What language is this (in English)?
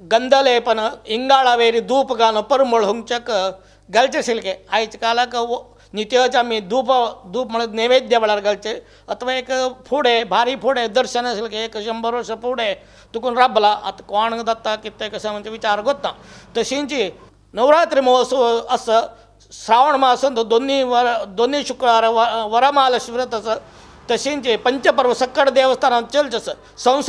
Konkani